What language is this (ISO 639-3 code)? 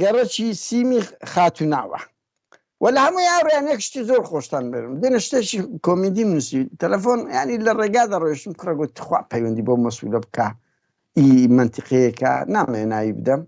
ckb